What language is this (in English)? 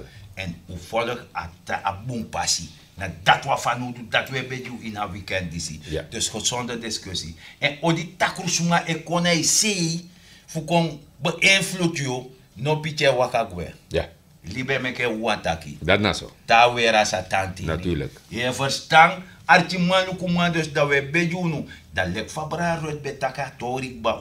Sranan Tongo